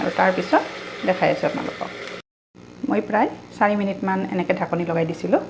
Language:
Assamese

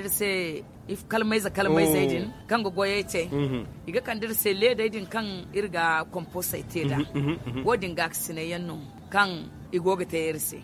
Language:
Zarma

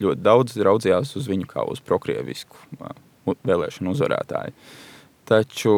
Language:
Latvian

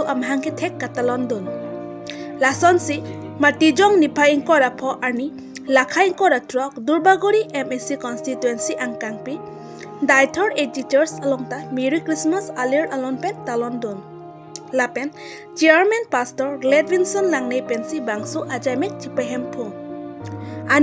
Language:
Karbi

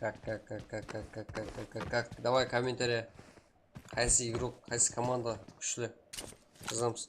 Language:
Kara-Kalpak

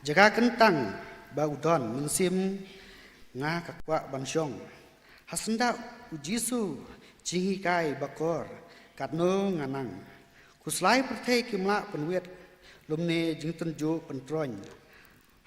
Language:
Khasi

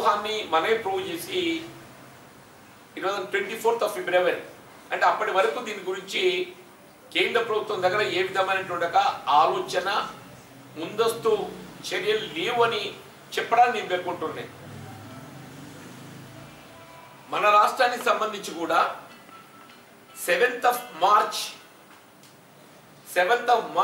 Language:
Telugu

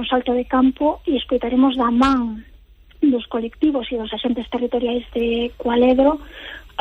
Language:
Galician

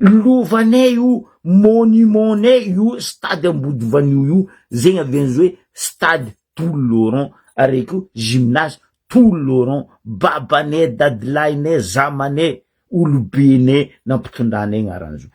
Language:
Malagasy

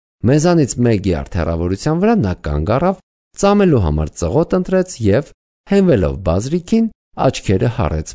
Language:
Armenian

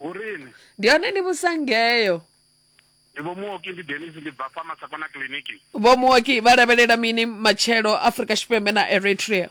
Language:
Venda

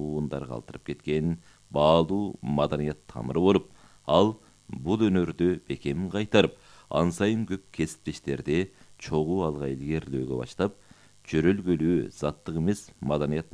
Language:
Kyrgyz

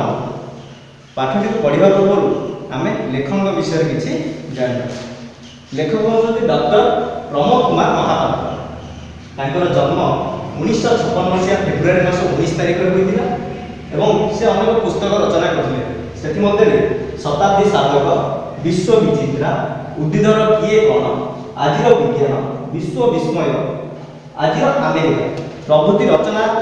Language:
Odia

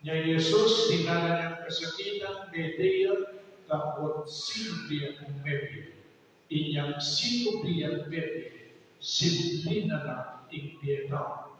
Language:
Pampanga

